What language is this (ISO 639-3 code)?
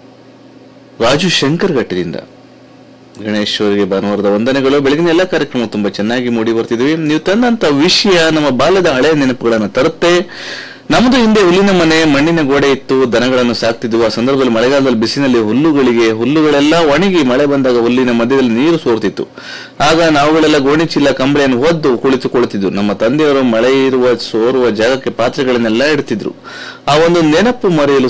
kan